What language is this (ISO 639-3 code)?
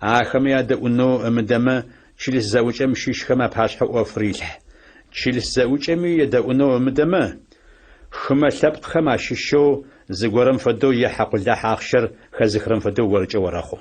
ady